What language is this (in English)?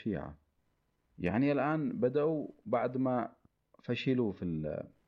Arabic